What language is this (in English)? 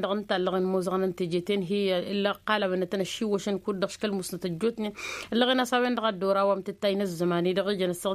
Tamasheq